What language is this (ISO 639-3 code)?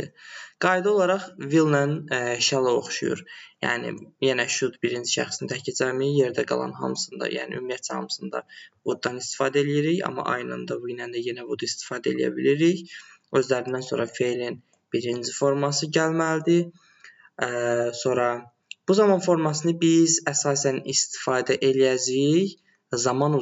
aze